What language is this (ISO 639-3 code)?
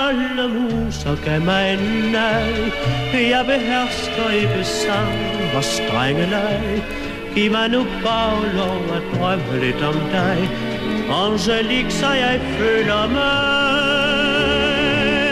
dan